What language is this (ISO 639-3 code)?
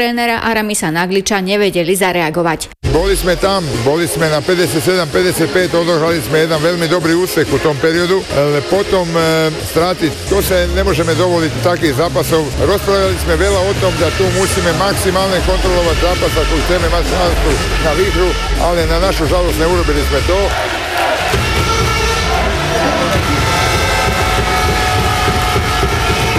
slk